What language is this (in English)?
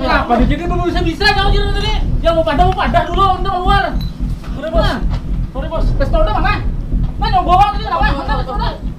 Banjar